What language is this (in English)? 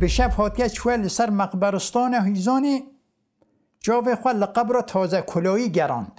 Kurdish